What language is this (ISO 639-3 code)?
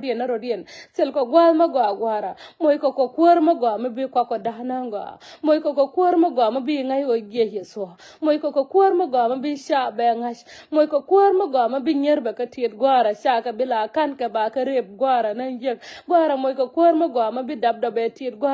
nus